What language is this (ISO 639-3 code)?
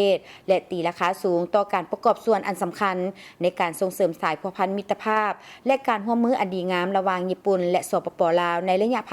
lao